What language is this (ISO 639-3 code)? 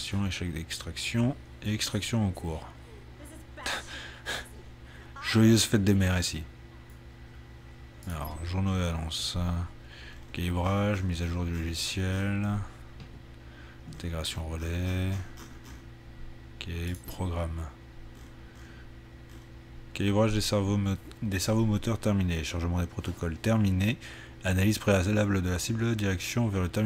fra